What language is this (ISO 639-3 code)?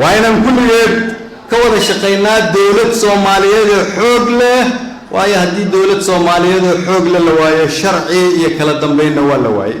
som